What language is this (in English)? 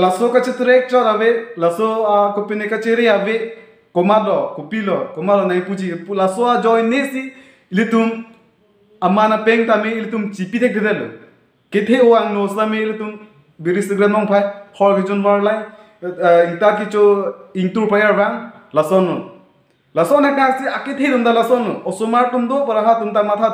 Karbi